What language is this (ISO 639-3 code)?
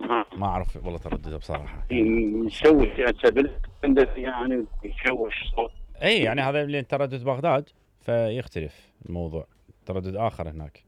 acm